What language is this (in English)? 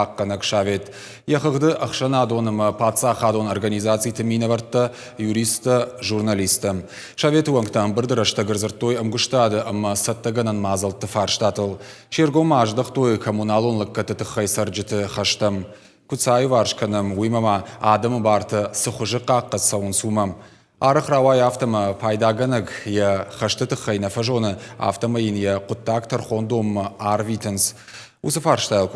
Ossetic